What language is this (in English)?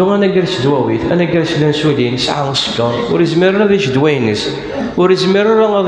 Kabyle